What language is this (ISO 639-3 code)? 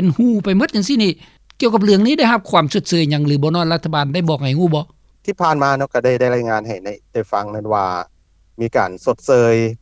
lao